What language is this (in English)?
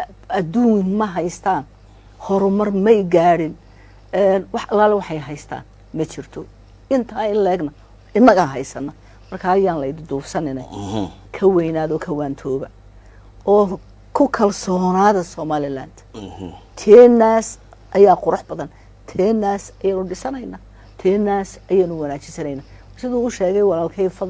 Somali